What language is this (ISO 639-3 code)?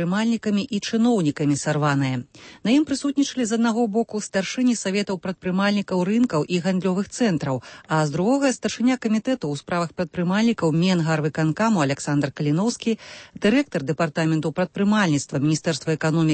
bel